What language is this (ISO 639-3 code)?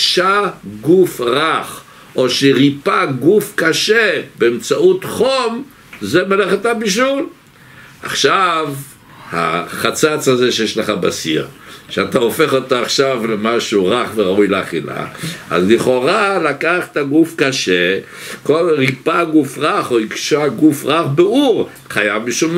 heb